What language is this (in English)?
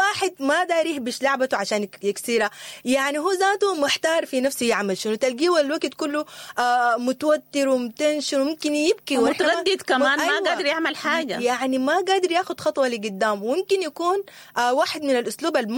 Sudanese Arabic